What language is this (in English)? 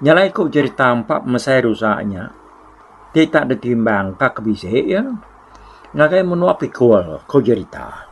Iban